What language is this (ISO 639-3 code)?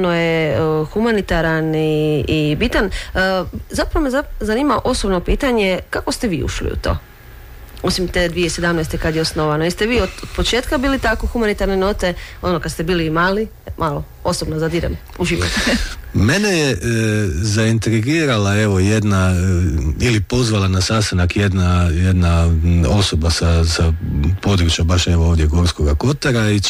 hrv